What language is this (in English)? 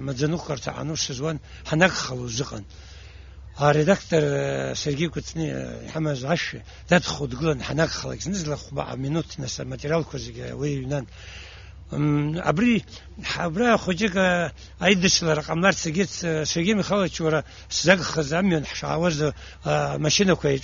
Abkhazian